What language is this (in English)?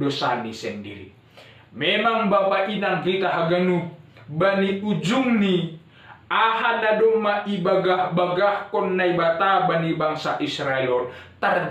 Batak Simalungun